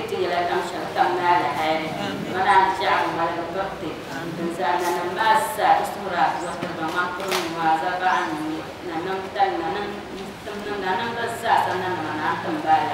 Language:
Dagbani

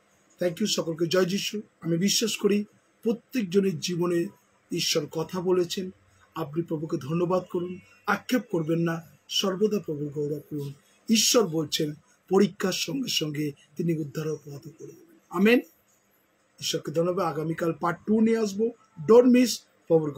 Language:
Bangla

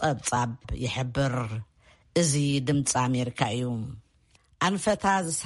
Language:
Tigrinya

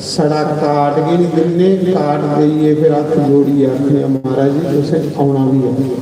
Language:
Dogri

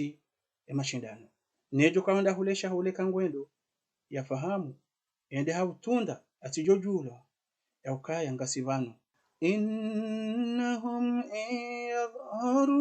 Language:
Ngazidja Comorian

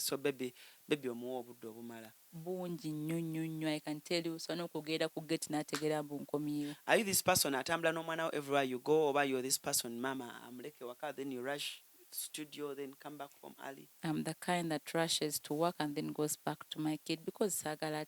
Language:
Ganda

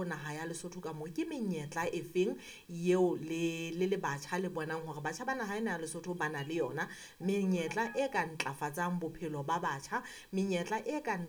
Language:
Southern Sotho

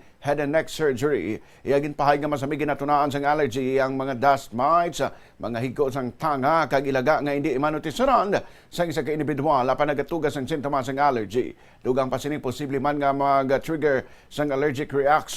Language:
Hiligaynon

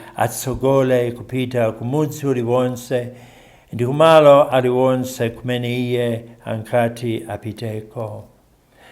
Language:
Nyanja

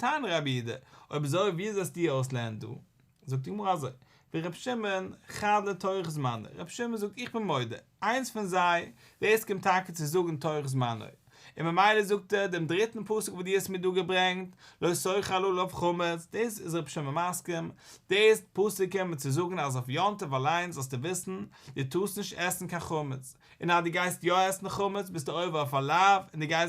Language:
Yiddish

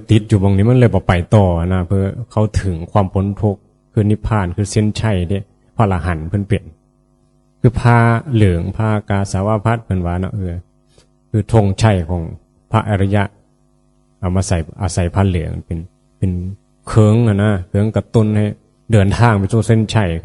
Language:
Northeastern Thai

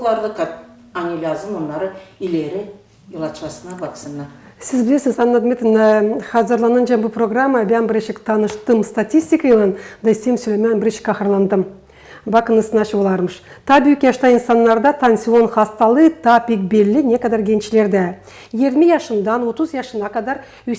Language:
Gagauz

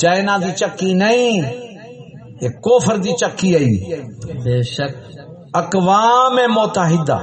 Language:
Saraiki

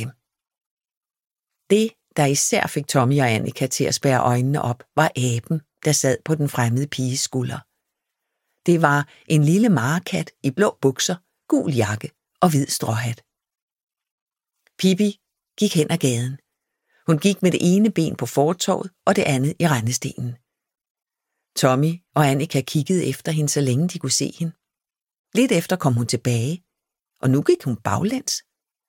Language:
Danish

